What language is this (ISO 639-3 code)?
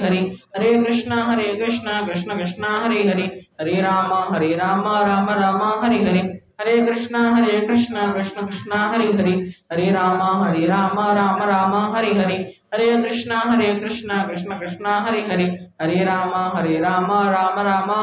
ori